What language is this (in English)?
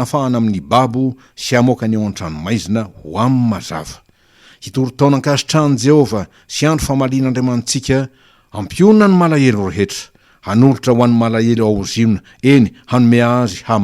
Malagasy